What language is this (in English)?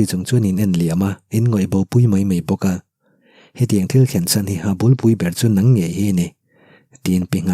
Mizo